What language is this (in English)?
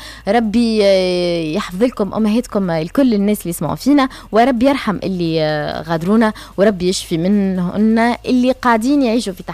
Tunisian Arabic